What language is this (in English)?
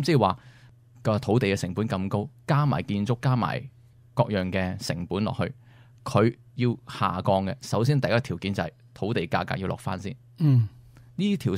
Cantonese